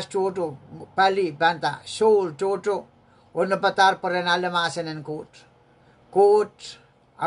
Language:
Pohnpeian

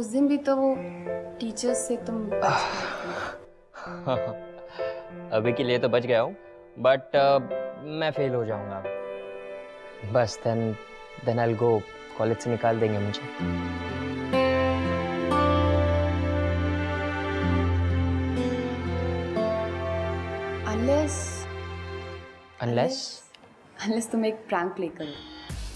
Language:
Hindi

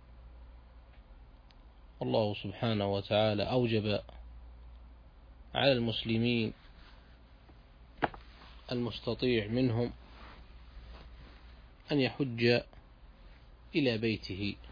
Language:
Arabic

